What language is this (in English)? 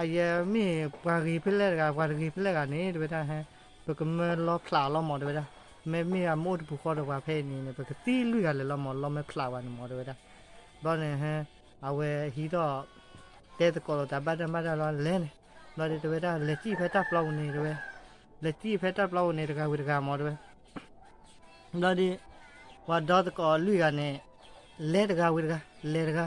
S'gaw Karen